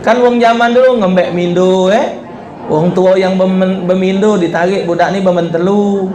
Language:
Musi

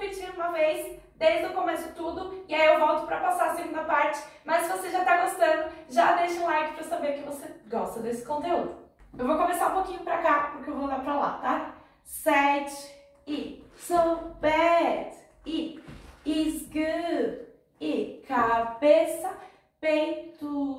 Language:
Portuguese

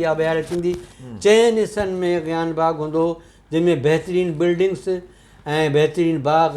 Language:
Sindhi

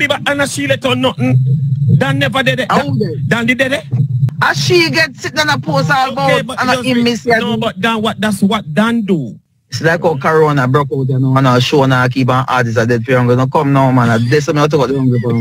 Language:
Jamaican Creole English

